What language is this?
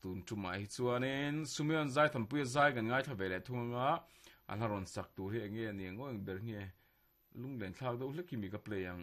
Mizo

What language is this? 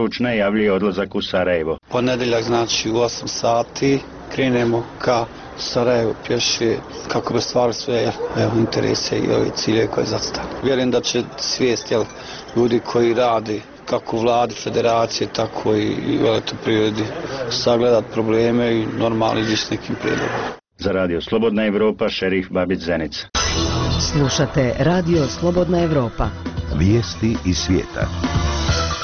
Bosnian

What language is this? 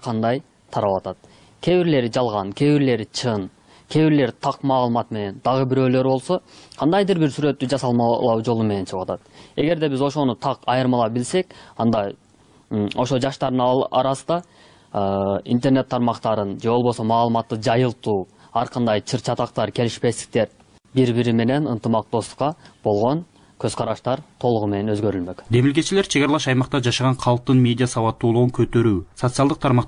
Kyrgyz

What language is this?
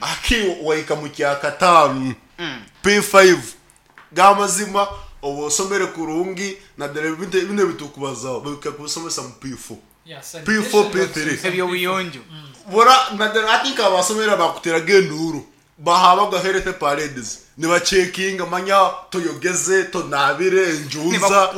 Nyankole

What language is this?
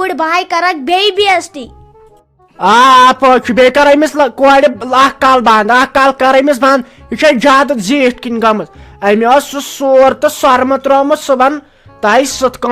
Kashmiri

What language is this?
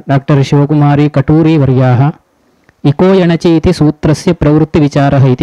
Sanskrit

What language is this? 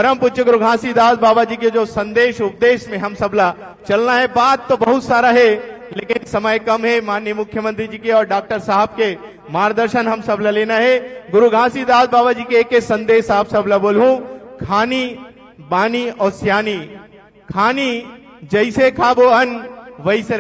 Chhattisgarhi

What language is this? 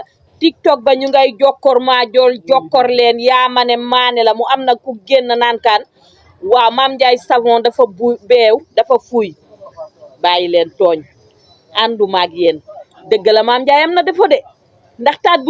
Wolof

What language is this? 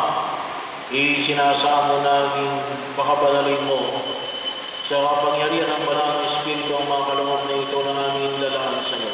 Filipino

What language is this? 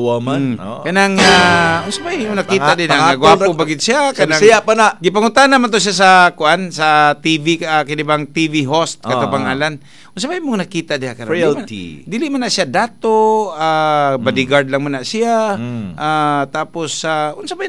Cebuano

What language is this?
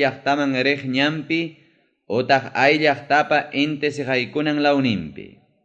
Ayacucho Quechua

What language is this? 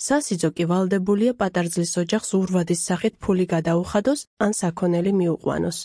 Georgian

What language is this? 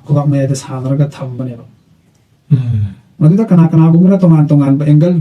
Manipuri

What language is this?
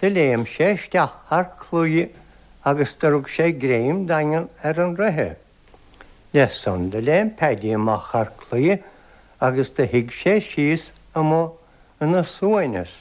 Irish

